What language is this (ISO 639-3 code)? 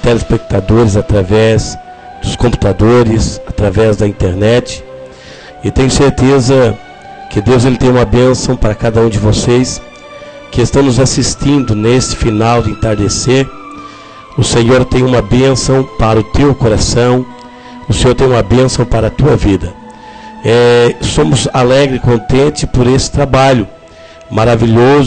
por